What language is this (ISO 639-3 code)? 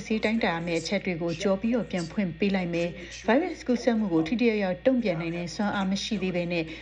mya